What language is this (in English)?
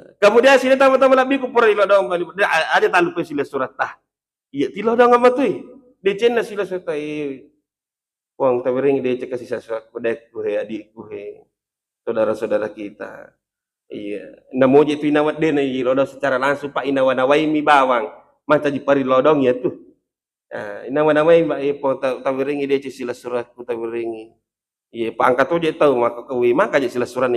Buginese